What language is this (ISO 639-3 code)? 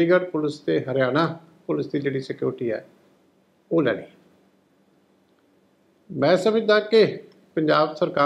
pan